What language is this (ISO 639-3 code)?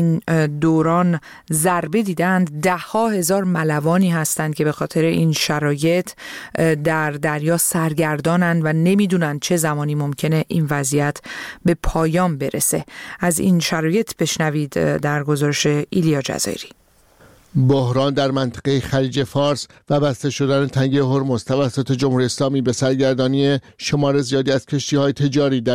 fas